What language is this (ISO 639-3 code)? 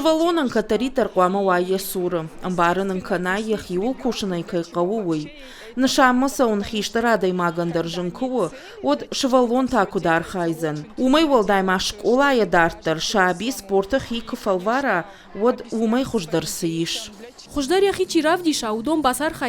oss